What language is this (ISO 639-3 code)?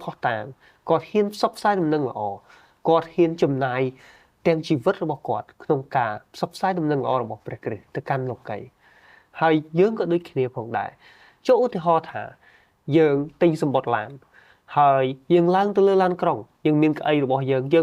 khm